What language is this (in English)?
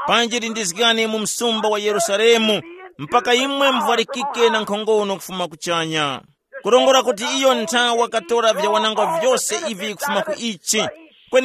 Tumbuka